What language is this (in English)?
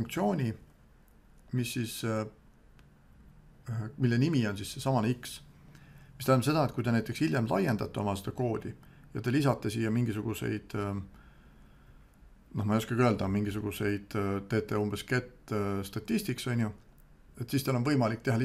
Estonian